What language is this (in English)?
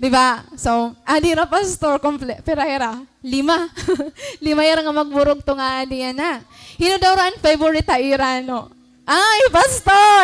Waray